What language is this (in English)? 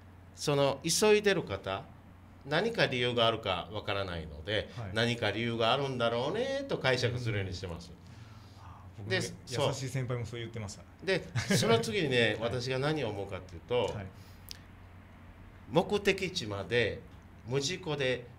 Japanese